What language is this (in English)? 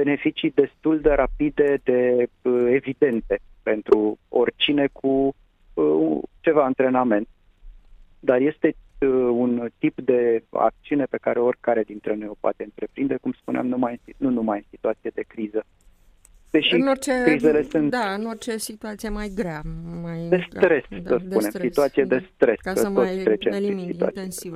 Romanian